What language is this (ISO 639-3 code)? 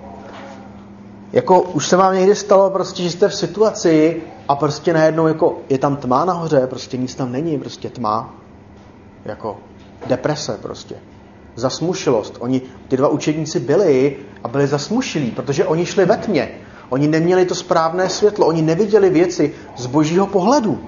ces